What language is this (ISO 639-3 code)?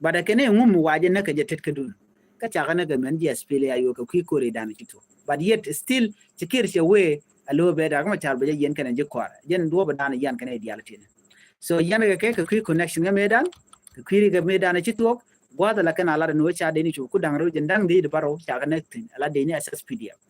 nus